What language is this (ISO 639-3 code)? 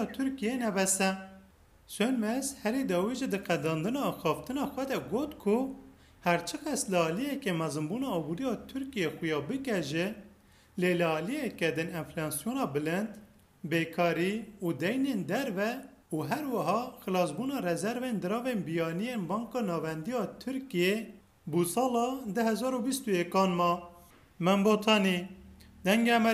kur